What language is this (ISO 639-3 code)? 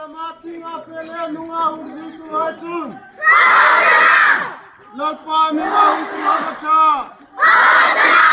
hmr